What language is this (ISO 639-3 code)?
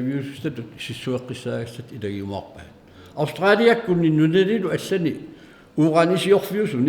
kal